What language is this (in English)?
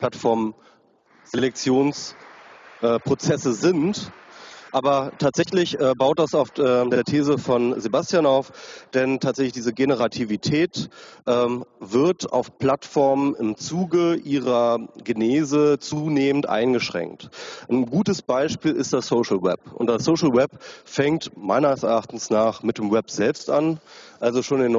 German